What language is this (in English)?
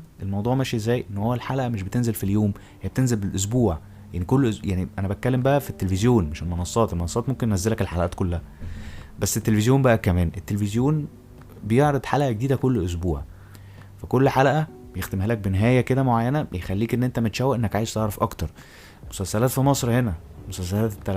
Egyptian Arabic